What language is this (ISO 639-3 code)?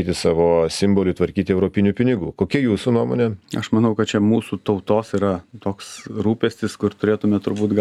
lit